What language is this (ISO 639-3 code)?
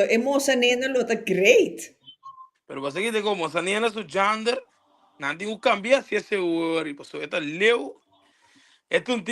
pap